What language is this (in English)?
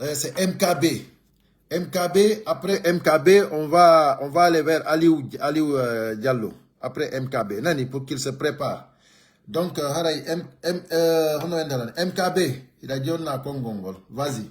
Pular